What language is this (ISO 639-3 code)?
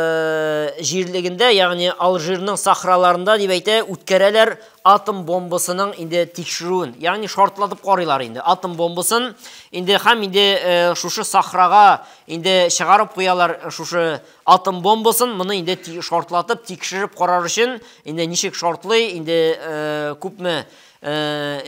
tat